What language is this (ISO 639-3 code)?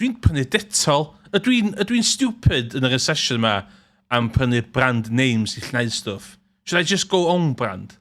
cym